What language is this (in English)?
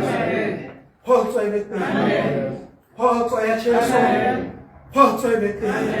Tswana